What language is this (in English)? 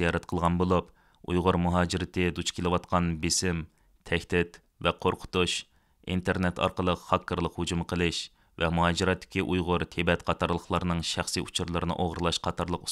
Uyghur